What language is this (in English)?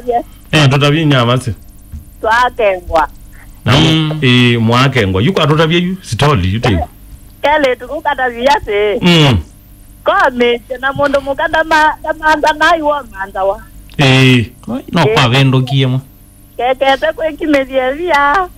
Kamba